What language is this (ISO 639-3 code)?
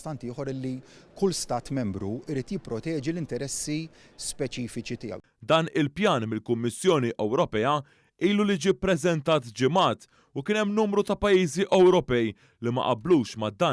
mlt